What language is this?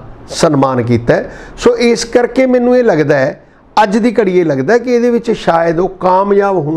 Punjabi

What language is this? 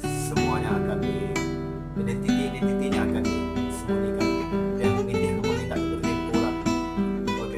Iban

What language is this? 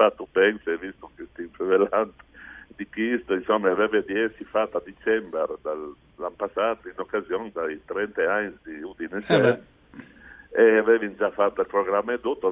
Friulian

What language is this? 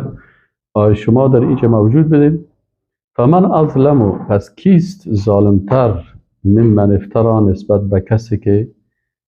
Persian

